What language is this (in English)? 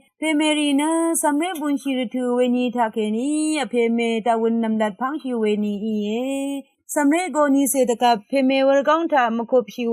Rawang